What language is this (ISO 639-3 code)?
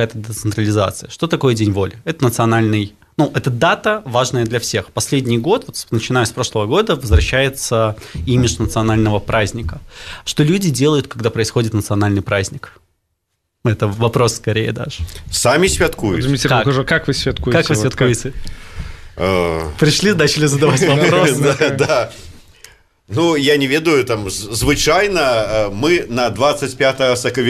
bel